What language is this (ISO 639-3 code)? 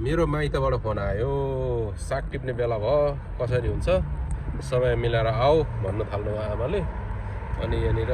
nep